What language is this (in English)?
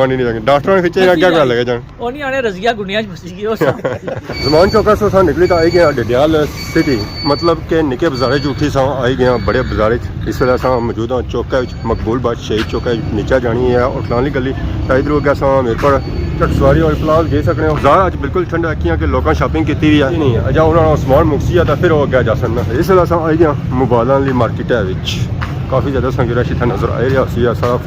Pahari-Potwari